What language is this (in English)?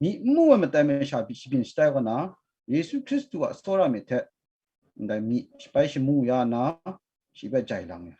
Kachin